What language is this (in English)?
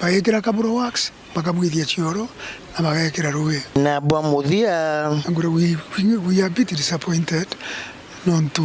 Meru